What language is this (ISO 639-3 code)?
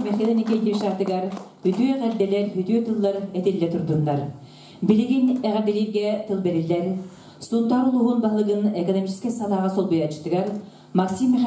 sah